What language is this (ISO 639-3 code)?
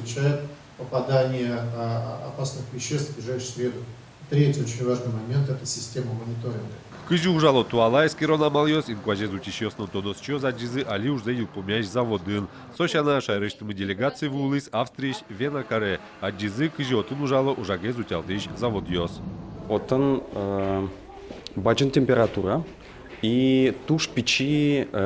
udm